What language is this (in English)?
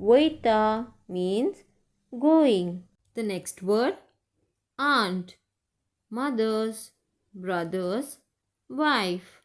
Konkani